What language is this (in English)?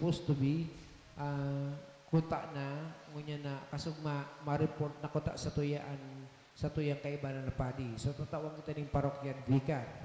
Bikol